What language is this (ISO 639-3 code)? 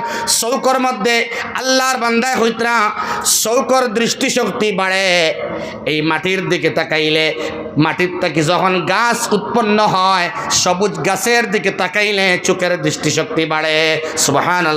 syl